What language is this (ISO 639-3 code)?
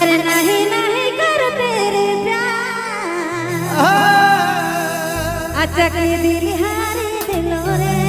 sck